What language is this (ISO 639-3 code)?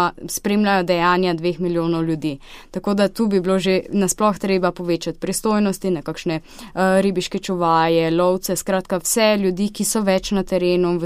slv